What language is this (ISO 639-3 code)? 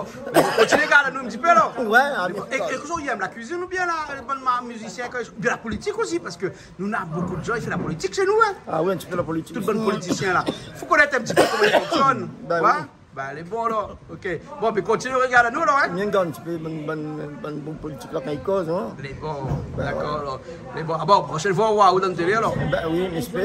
rcf